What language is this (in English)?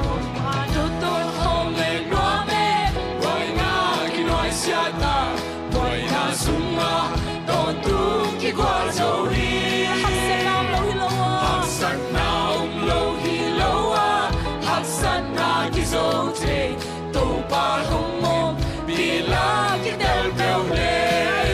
Tedim Chin